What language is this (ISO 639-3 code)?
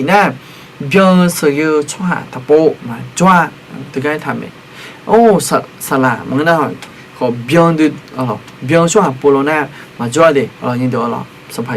ahk